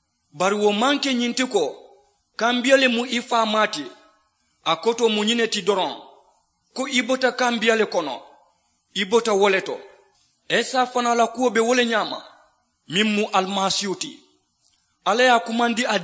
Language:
Mandingo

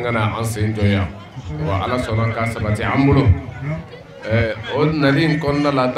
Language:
Bambara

